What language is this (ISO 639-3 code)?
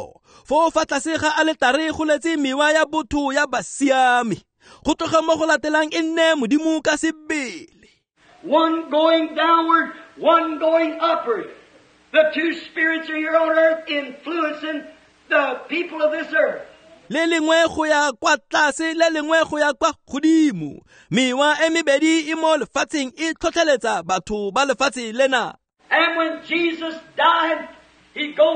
tsn